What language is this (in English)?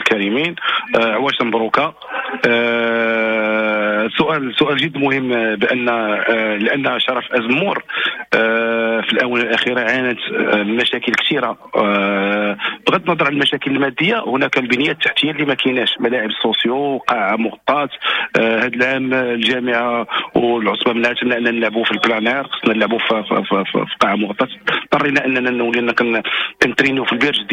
Moroccan Arabic